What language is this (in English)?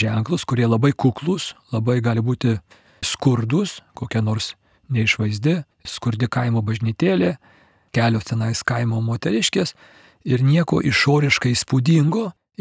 Lithuanian